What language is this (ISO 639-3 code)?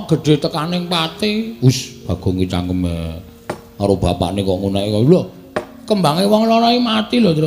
jav